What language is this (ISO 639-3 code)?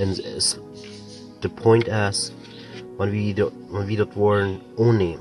pdt